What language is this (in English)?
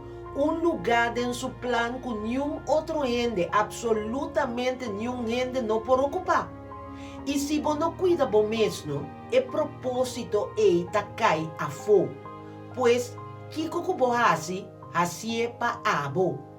Papiamento